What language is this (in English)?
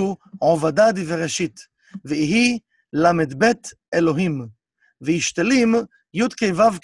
Hebrew